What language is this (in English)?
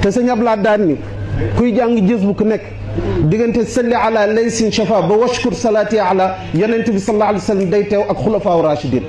Wolof